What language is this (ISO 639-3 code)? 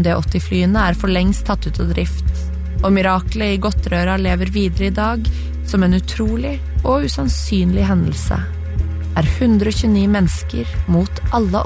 nor